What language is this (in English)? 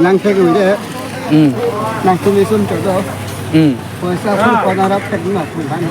Karbi